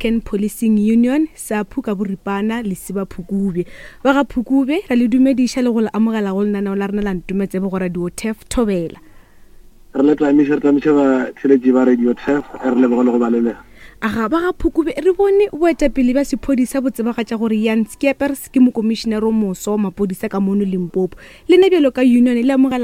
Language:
Northern Sotho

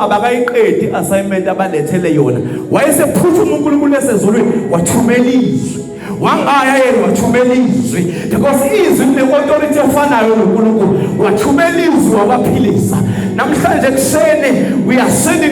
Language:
Zulu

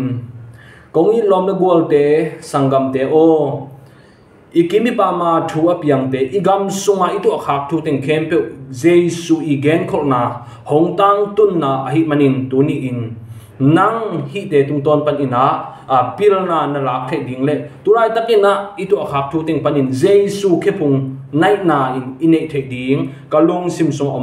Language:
Tedim Chin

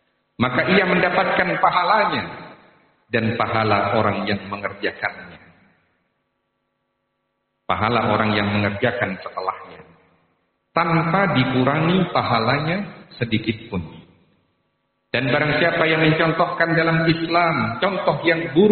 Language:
Indonesian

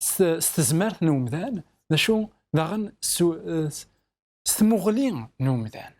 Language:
Kabyle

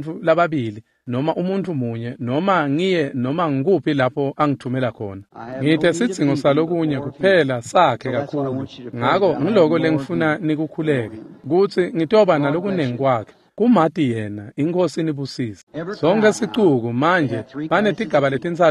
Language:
Swati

